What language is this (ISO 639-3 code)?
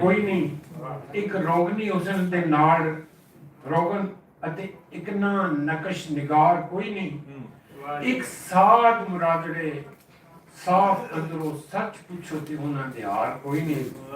lah